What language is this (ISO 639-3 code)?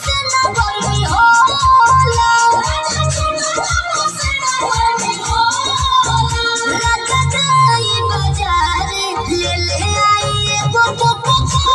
bho